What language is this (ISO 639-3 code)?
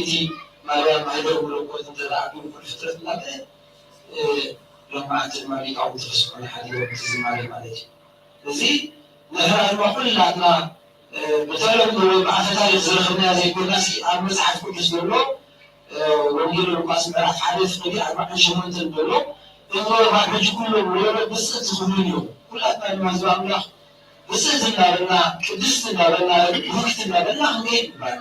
tir